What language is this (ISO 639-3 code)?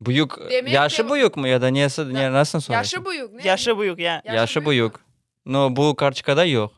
crh